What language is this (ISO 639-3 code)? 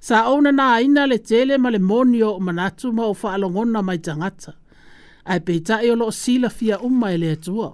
smo